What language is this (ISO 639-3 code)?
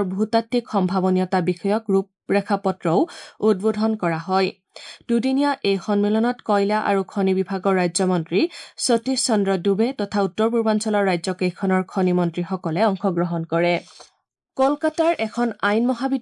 asm